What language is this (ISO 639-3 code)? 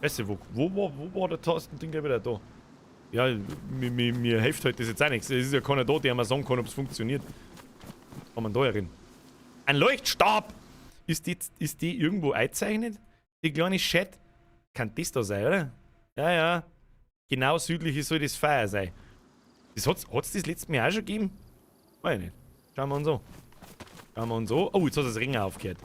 bar